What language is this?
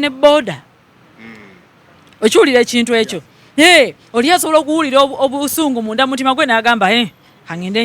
Ganda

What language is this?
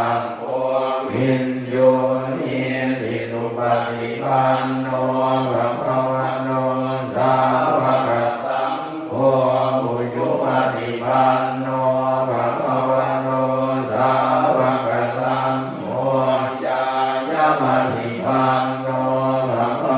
Pali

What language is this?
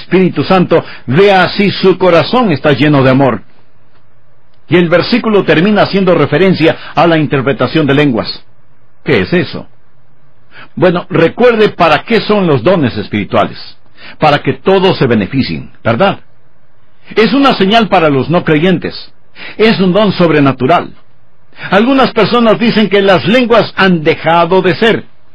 Spanish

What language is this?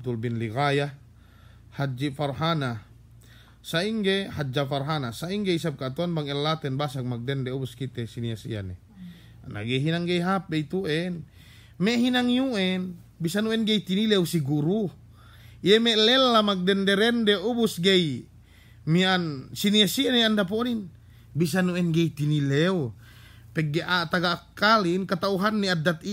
Yakan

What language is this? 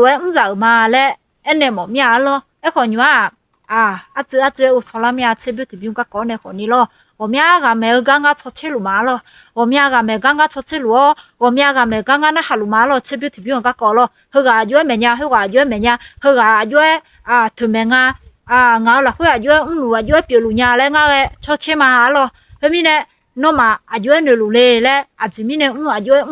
Akha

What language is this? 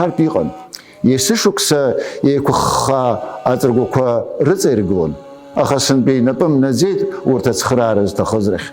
Abkhazian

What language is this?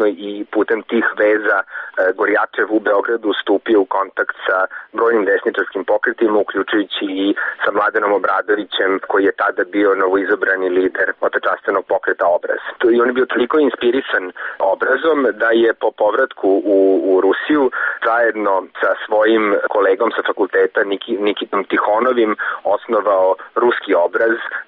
Serbian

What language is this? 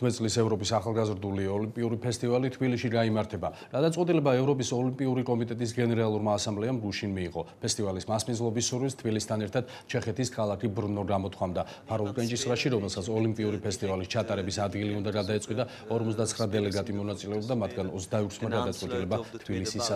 Georgian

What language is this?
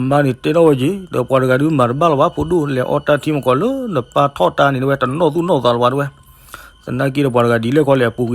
S'gaw Karen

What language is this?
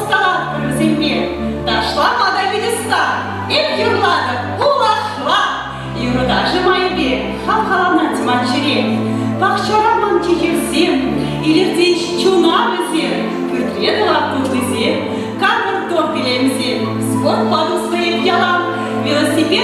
Chuvash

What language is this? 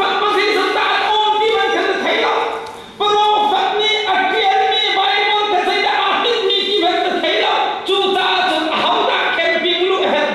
Hakha Chin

